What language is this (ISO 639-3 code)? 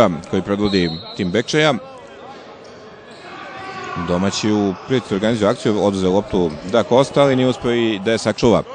srp